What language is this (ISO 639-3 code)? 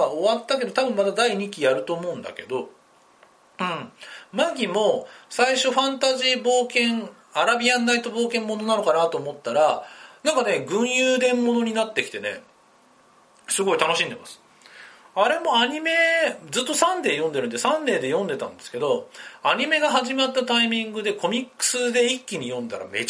jpn